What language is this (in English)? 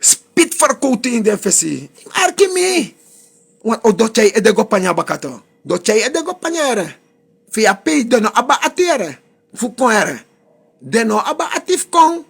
Sranan Tongo